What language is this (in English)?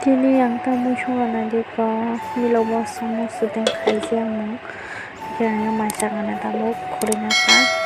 Kok Borok